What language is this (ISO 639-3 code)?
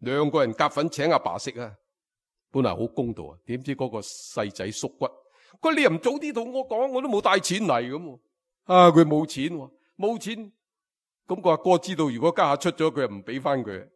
yue